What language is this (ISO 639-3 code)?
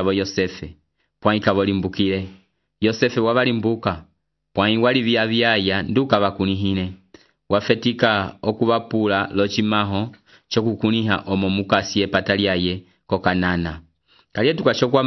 umb